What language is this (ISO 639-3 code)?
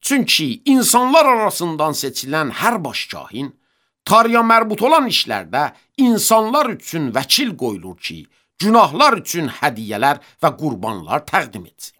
aze